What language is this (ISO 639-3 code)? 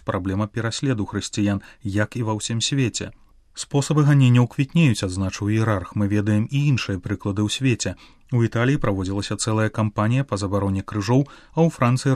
bel